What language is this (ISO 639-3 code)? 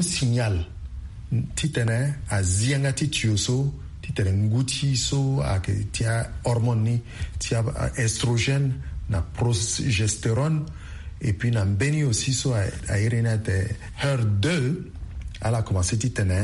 sag